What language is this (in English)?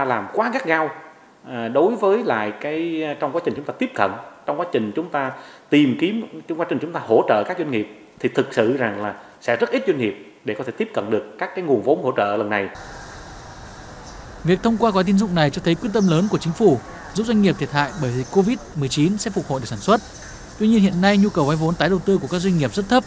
Vietnamese